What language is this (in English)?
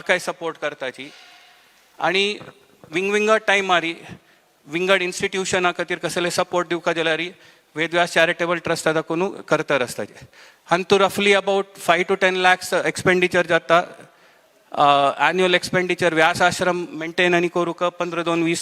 Konkani